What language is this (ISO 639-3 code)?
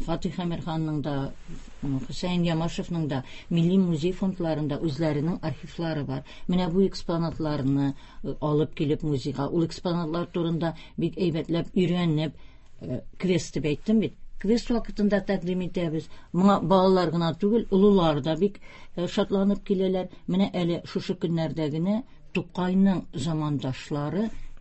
tat